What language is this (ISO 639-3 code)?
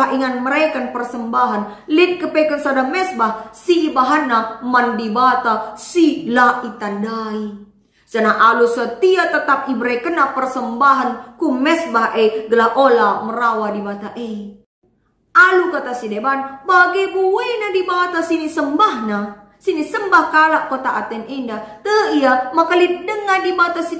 btx